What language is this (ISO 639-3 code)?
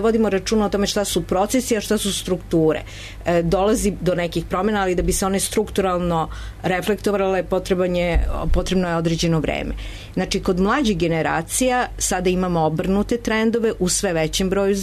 srp